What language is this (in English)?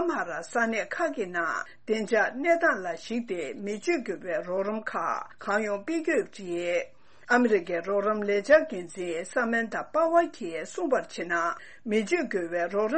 Tibetan